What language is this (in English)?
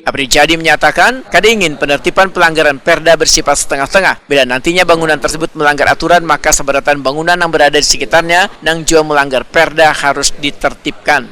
Banjar